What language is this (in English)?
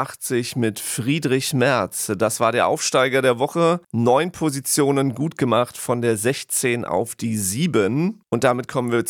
German